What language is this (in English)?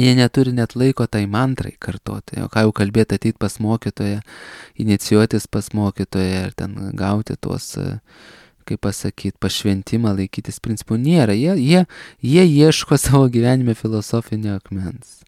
Lithuanian